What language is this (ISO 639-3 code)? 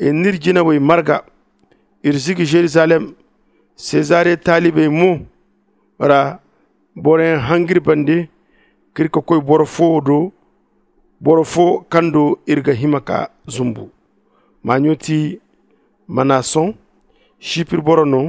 dje